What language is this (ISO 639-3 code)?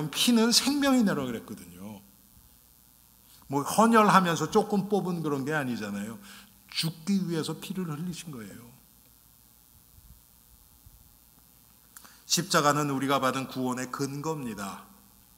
kor